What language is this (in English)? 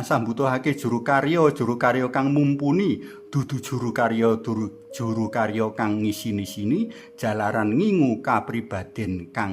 Javanese